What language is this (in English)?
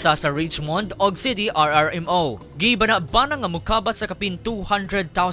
Cebuano